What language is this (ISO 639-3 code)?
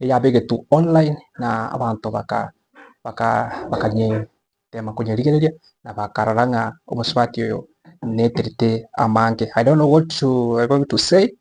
guz